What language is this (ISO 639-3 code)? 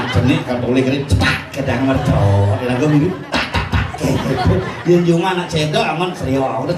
ban